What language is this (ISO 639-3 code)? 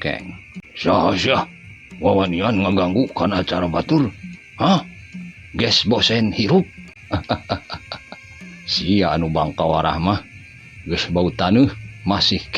sun